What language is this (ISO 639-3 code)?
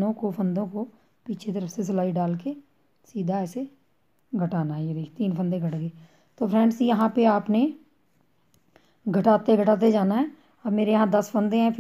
hin